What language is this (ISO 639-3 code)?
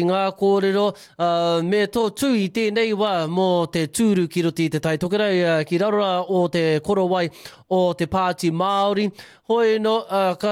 mri